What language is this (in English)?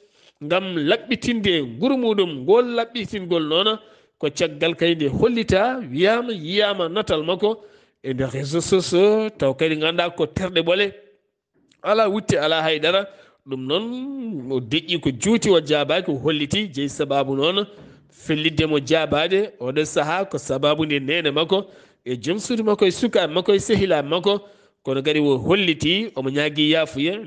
Fula